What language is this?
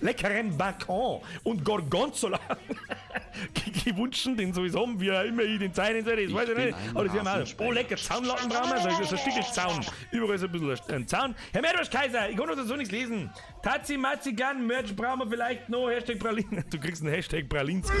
Bavarian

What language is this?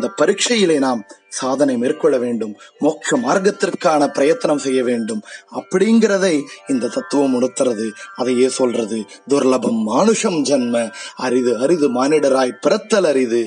Tamil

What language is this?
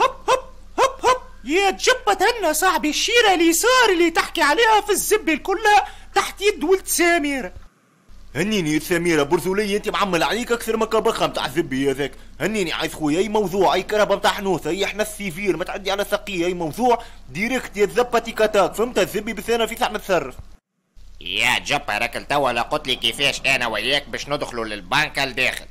Tunisian Arabic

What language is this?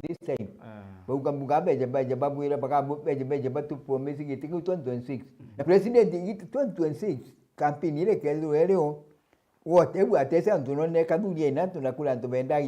Meru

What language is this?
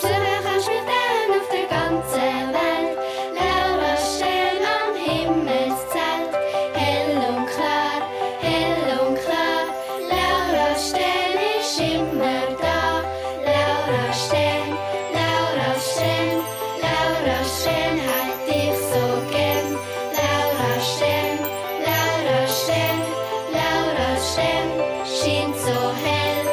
Swiss German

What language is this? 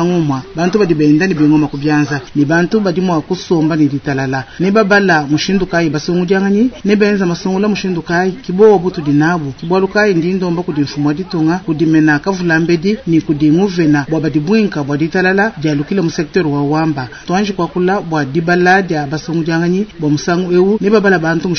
Luba-Lulua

